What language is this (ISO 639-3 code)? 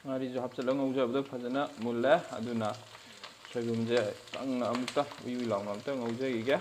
mni